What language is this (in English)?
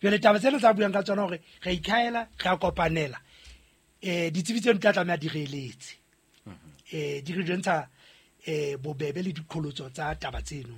Southern Sotho